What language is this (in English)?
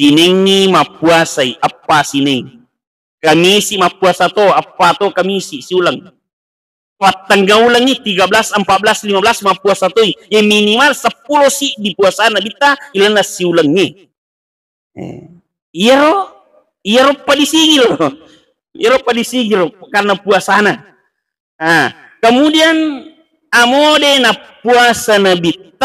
Buginese